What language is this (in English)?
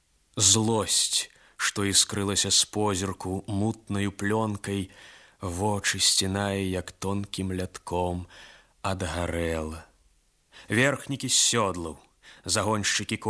Belarusian